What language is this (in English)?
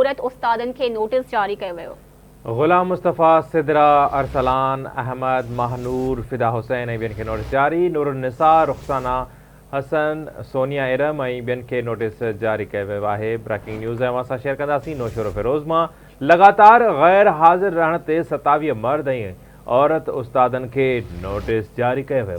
Sindhi